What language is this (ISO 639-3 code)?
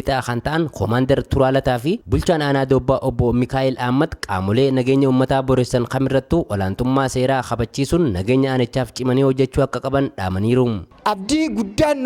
orm